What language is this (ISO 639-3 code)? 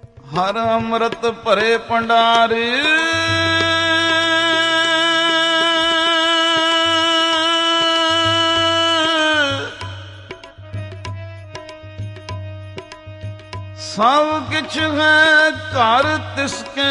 pan